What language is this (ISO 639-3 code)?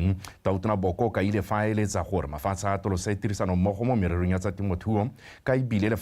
tsn